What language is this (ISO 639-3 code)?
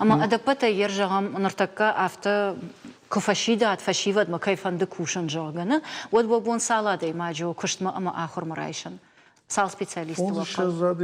oss